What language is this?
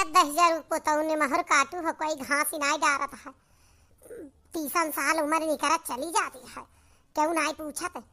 Awadhi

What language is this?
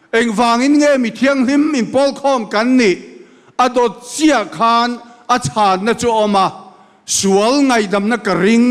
Mizo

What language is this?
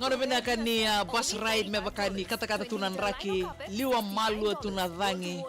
Fijian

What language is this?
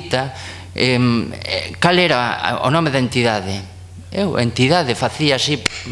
Galician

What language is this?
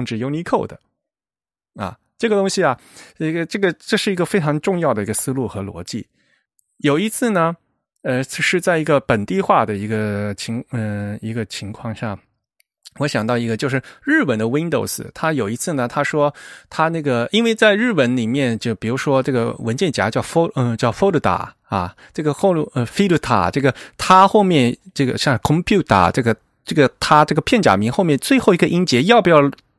Chinese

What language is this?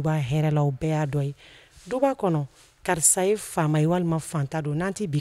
Bambara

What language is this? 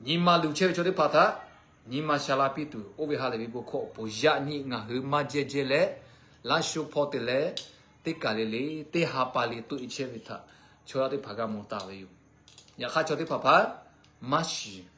Lahu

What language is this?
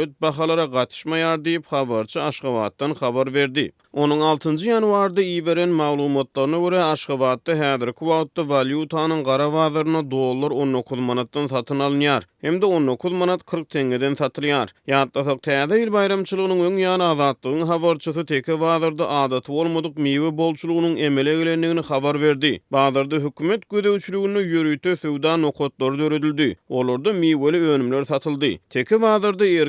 Turkmen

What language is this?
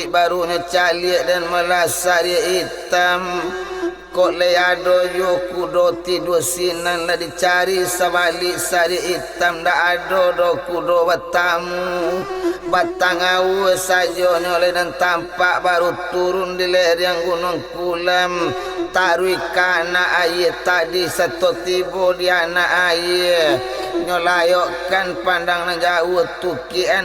Minangkabau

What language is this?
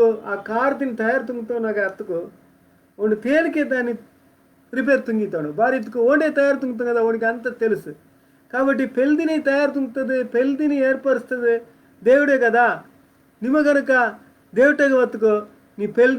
Koya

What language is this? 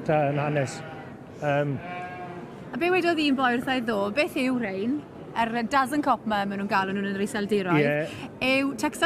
Welsh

